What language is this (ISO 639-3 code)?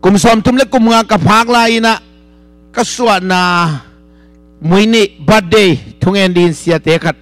ctd